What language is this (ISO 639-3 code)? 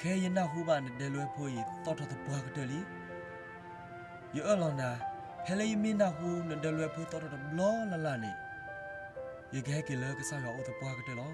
ksw